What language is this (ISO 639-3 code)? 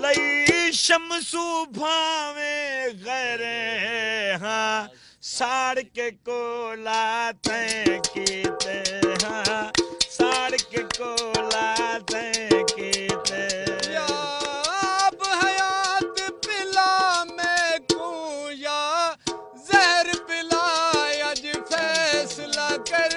skr